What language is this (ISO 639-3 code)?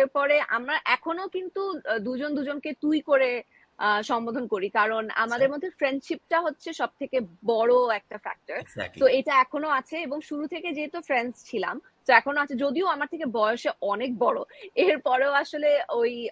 ben